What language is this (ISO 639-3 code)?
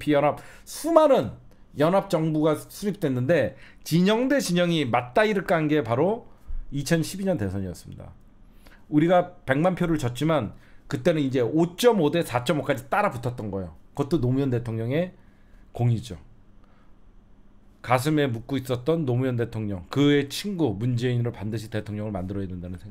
kor